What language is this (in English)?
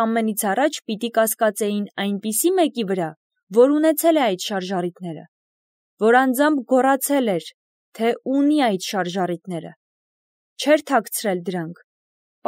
Armenian